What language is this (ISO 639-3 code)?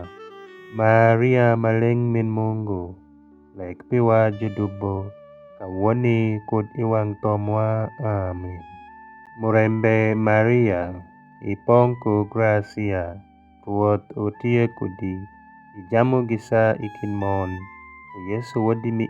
alz